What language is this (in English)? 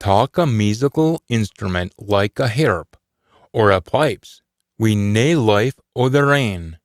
Scots